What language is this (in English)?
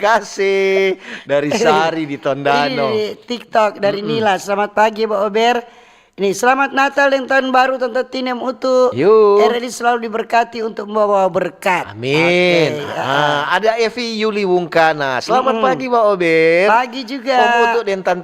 Manado Malay